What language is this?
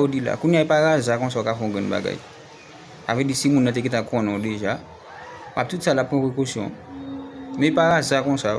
Haitian Creole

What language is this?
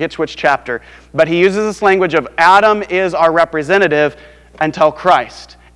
English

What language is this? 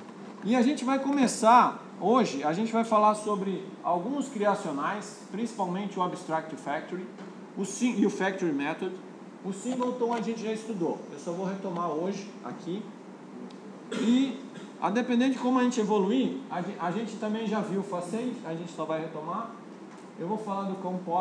Portuguese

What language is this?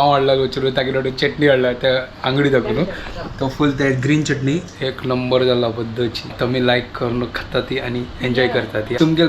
Konkani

